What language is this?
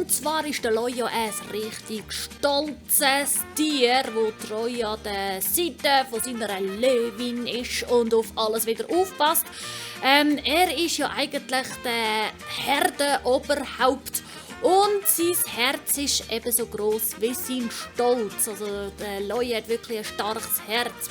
Swiss German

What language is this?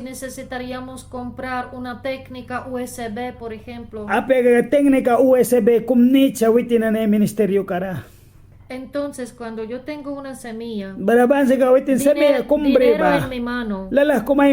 Mískito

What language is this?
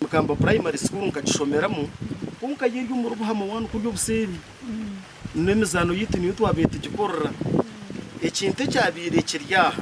Nyankole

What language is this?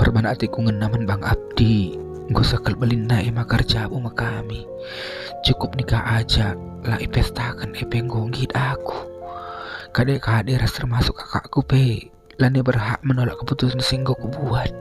Batak Karo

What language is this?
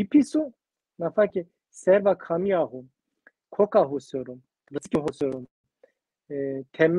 Zaza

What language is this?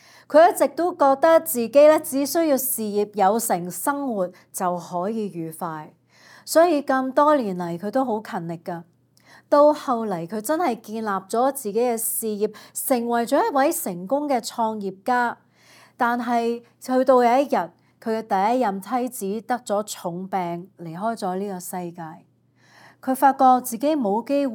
Cantonese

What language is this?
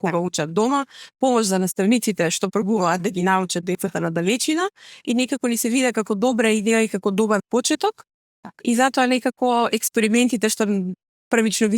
Macedonian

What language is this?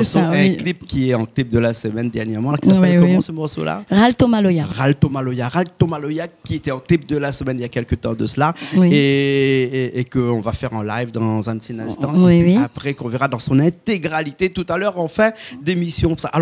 Réunion Creole French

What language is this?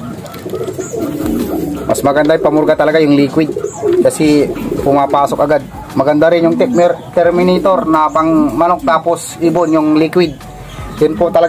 Filipino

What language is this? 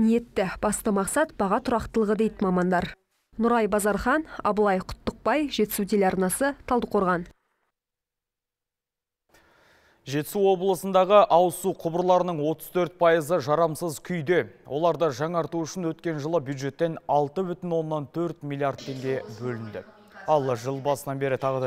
Kazakh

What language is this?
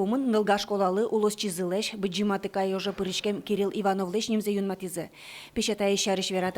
Udmurt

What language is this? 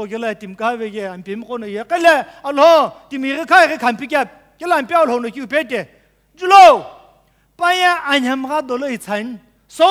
Sumi Naga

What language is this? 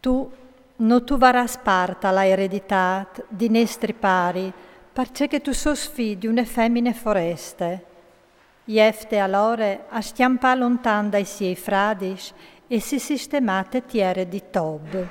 Friulian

